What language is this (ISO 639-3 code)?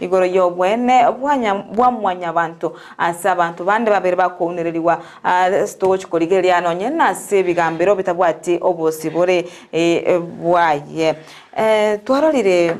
guz